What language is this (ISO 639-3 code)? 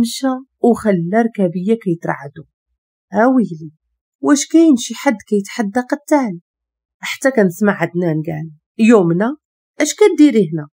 ary